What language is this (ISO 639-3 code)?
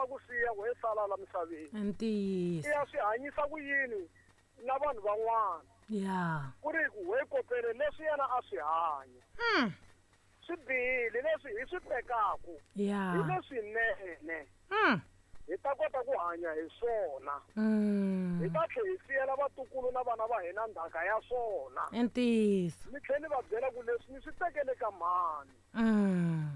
tso